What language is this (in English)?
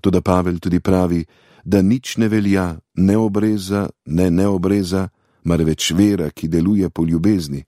Slovenian